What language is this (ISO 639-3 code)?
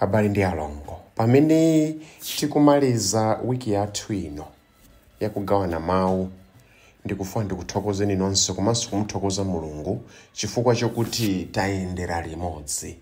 nya